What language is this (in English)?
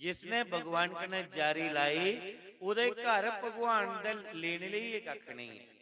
Dogri